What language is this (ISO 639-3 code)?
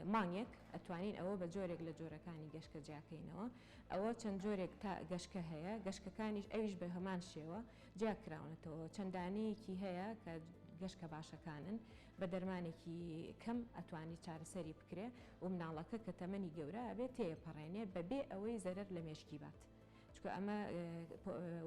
ckb